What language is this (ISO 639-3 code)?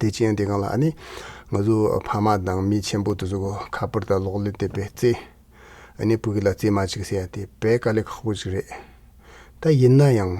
bod